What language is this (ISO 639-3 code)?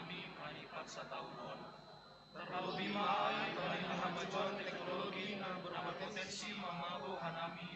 bts